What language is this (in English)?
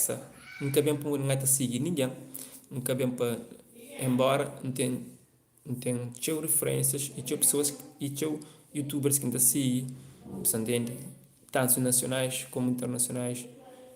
Kabuverdianu